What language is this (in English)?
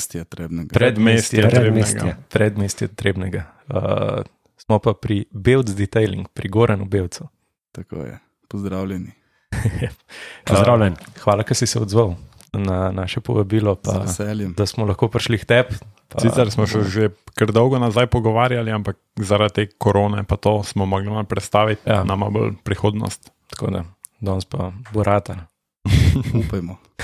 Slovenian